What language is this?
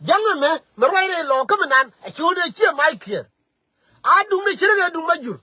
Nuer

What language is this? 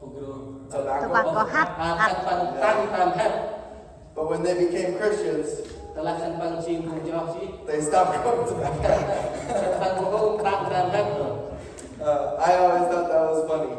Central Mnong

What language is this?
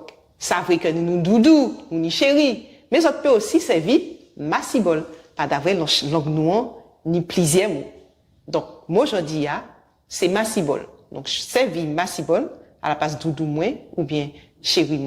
Guadeloupean Creole French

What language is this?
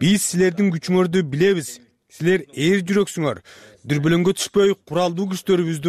Kyrgyz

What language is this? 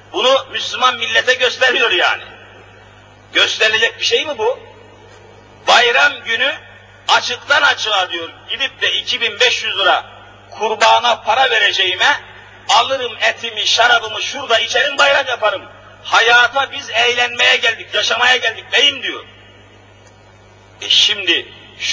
Turkish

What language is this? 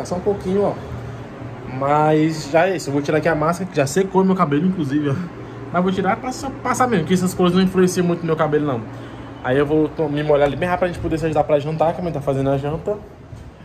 Portuguese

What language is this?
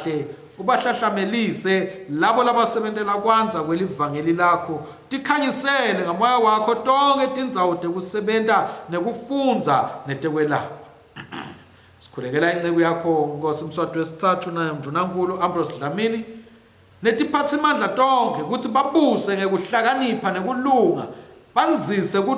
Swati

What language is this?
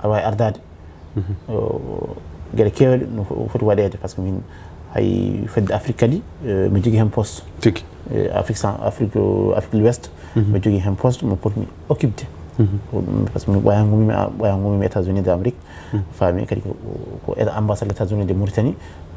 Fula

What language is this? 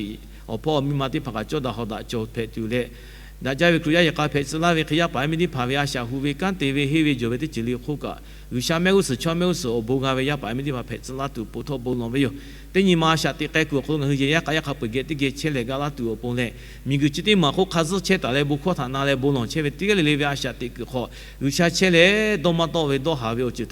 Lahu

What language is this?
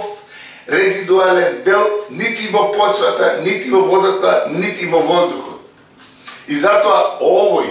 Macedonian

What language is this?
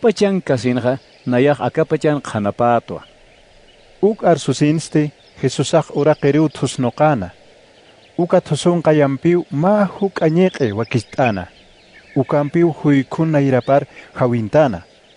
Aymara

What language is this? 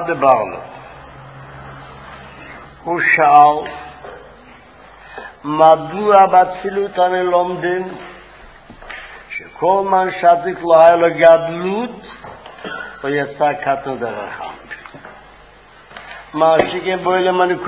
Hebrew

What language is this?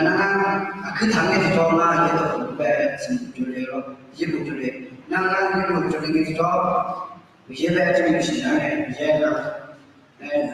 Akha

